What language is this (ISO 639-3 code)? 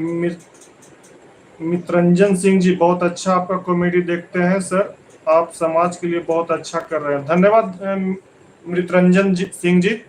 mag